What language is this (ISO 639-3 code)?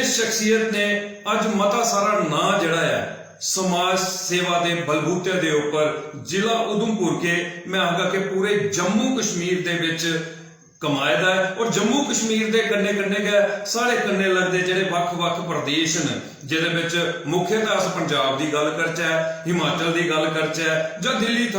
doi